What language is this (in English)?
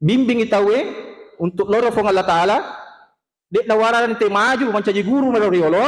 Buginese